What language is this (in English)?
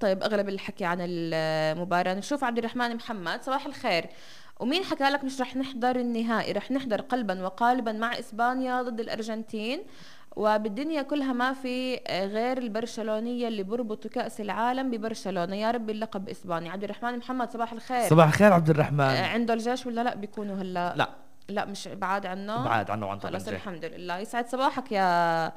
North Levantine Arabic